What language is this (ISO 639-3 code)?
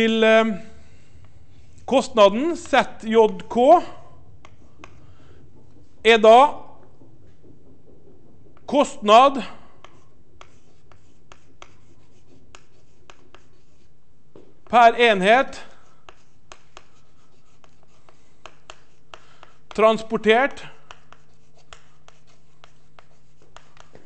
nor